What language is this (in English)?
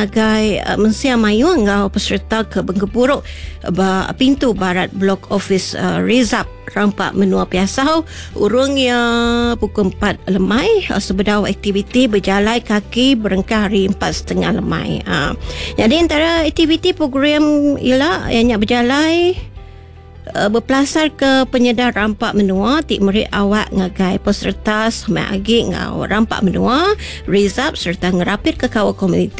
Iban